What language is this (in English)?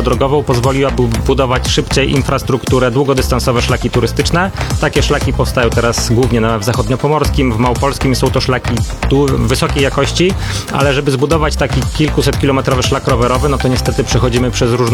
Polish